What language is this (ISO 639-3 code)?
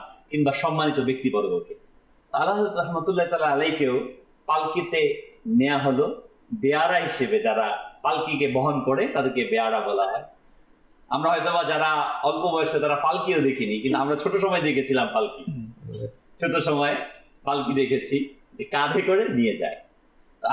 ben